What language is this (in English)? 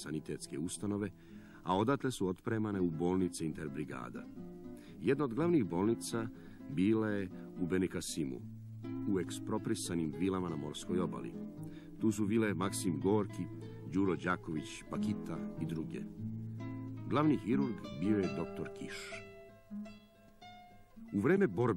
Serbian